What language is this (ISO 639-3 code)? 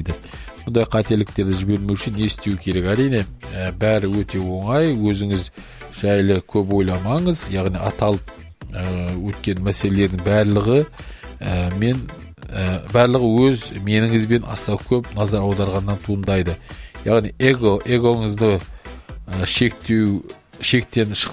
kaz